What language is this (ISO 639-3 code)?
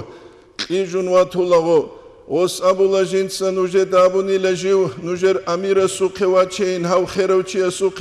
ava